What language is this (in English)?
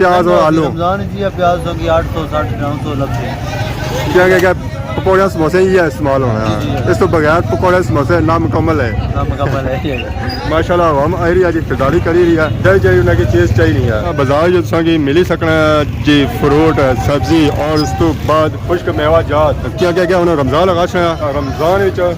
Pahari-Potwari